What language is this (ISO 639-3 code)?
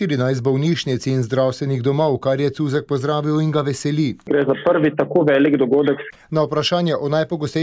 slv